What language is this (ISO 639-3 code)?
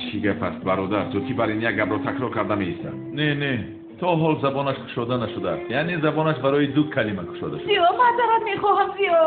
tgk